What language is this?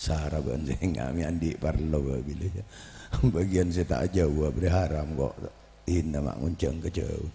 Madurese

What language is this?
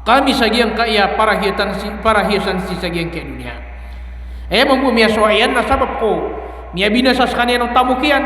Maranao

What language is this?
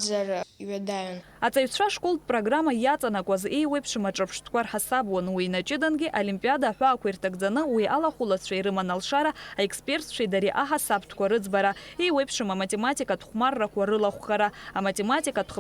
Abkhazian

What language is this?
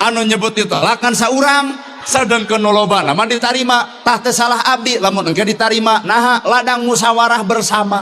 Sundanese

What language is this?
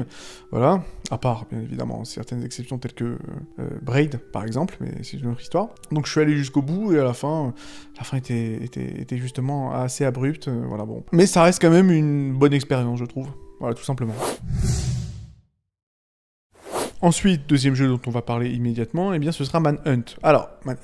French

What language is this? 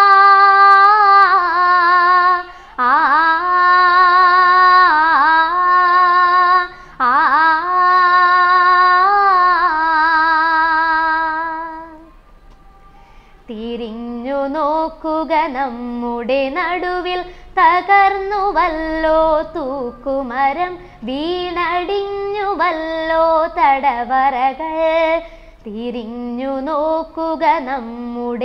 Malayalam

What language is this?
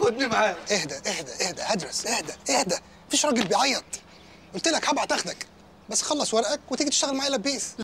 Egyptian Arabic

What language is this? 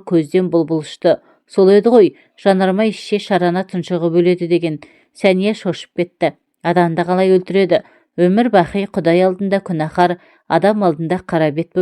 Kazakh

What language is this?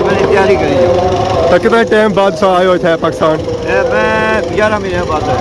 Pahari-Potwari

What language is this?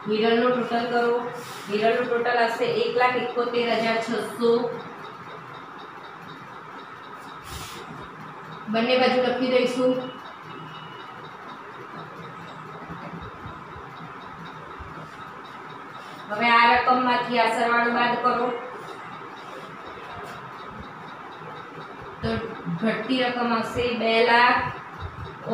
Gujarati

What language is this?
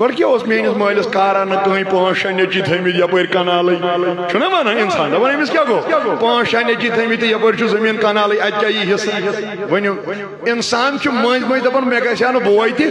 Kashmiri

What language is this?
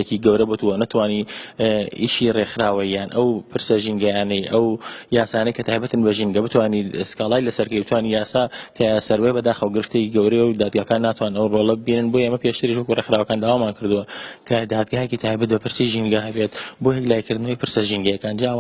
Central Kurdish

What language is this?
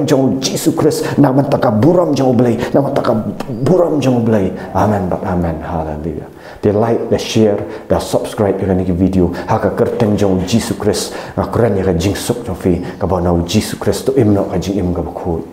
Khasi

